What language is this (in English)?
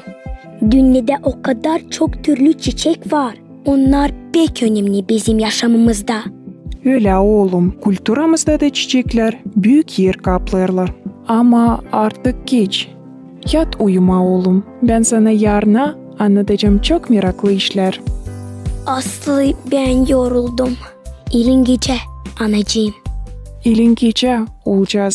Gagauz